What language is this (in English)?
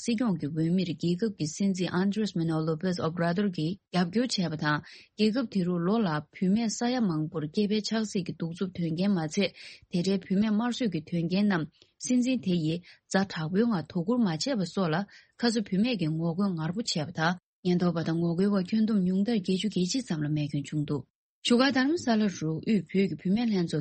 Tibetan